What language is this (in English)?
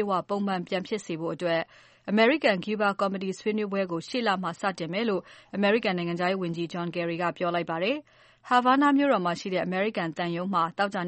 Burmese